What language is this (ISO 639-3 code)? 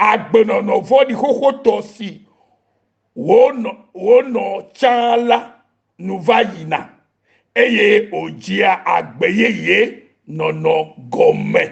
ewe